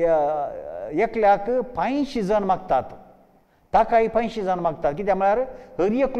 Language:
Konkani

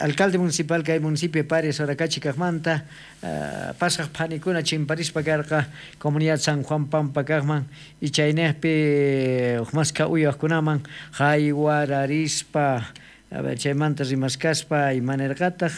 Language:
South Bolivian Quechua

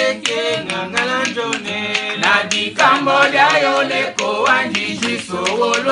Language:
Tetela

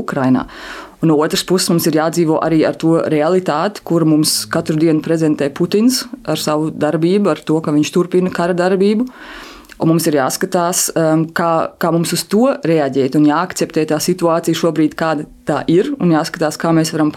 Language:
Latvian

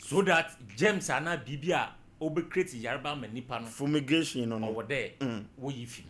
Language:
Akan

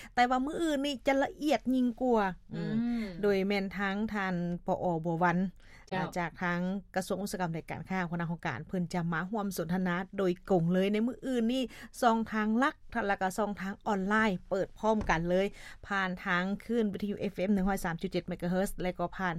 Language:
Lao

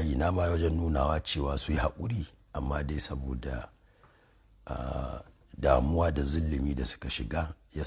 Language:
Hausa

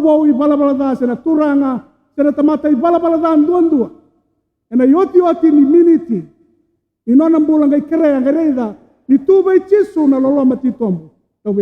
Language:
Fijian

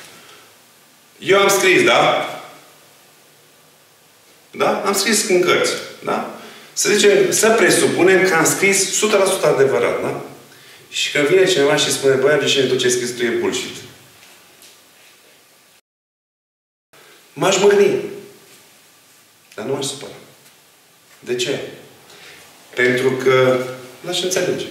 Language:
Romanian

